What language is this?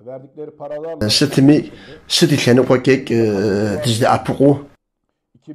Kabardian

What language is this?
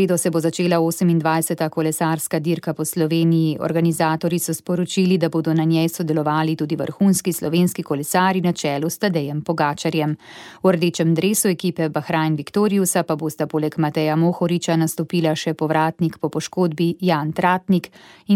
Slovenian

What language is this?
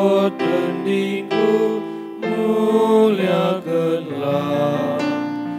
Batak Karo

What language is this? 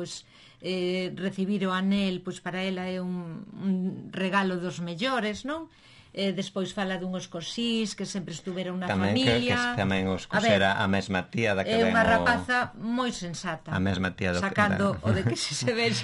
Galician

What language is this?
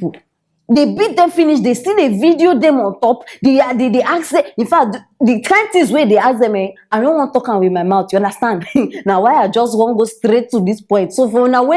Nigerian Pidgin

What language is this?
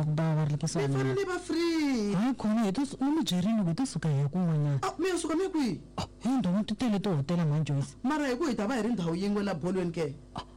Tsonga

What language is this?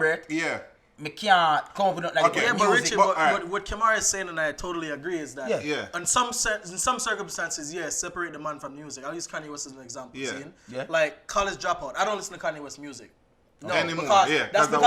Jamaican Creole English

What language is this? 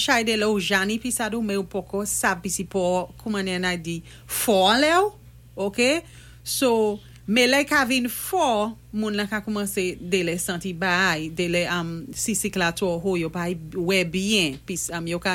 Saint Lucian Creole French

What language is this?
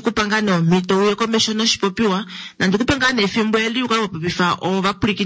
Kuanyama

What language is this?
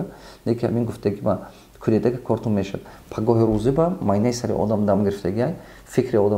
Tajik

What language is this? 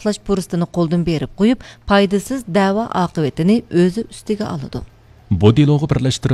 Uyghur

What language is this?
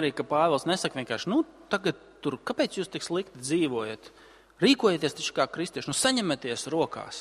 Latvian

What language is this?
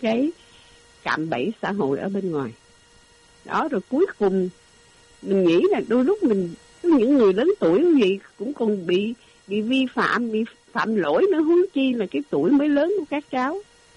Vietnamese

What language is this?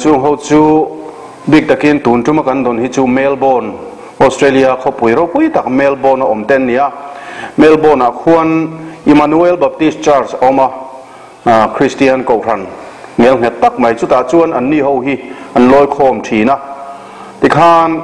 Mizo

